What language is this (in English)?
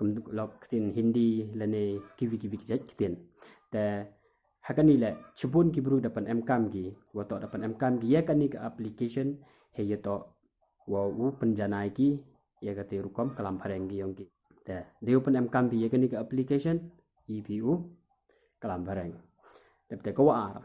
Pnar